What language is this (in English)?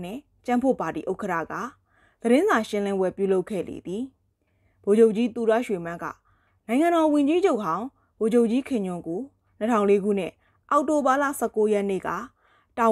Burmese